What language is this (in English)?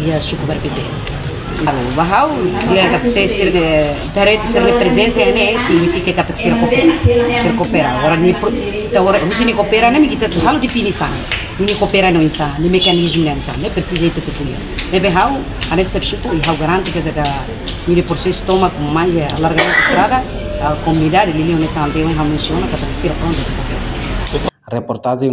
Tetum